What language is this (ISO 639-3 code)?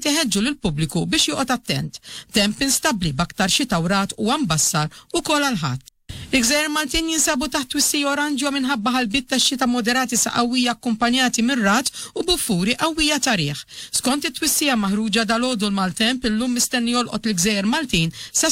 mlt